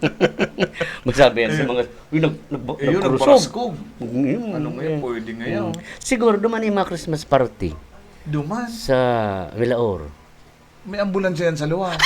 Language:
Bikol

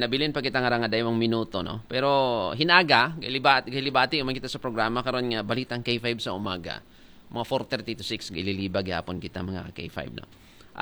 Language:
Aklanon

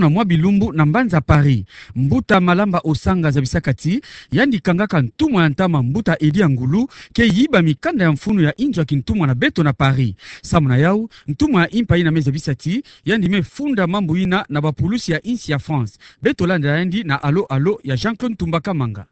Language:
Kituba (Democratic Republic of Congo)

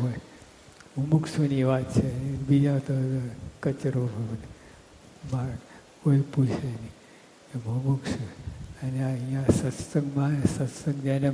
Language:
Gujarati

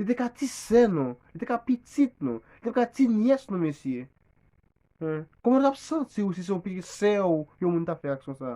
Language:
Haitian Creole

